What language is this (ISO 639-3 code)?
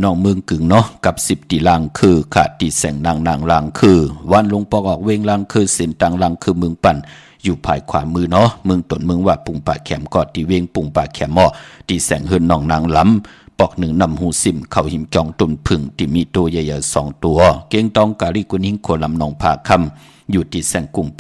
shn